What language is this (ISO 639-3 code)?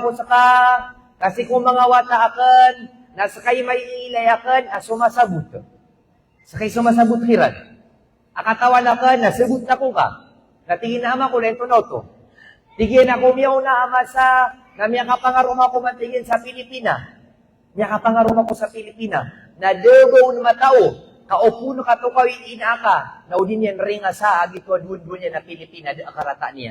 mrw